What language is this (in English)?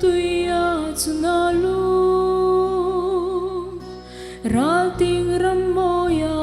Hmar